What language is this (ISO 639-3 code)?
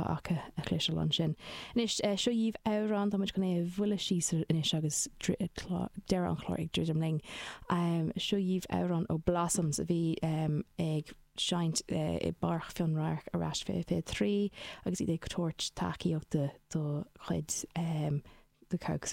gle